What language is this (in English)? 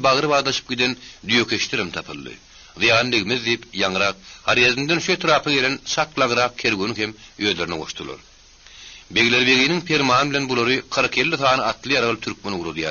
Turkmen